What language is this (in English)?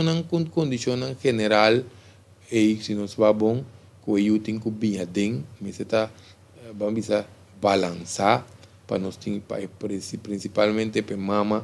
Papiamento